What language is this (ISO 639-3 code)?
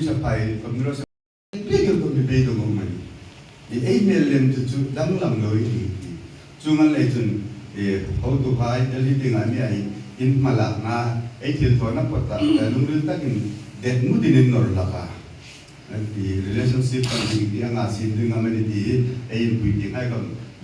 hmr